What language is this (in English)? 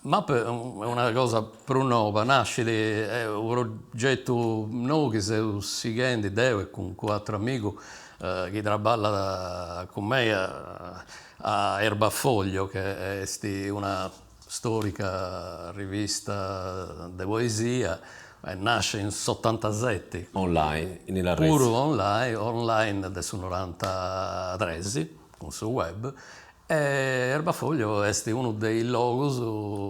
Sardinian